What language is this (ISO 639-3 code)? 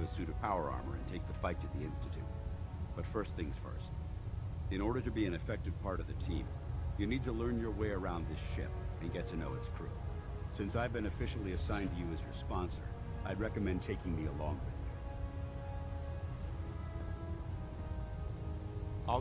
eng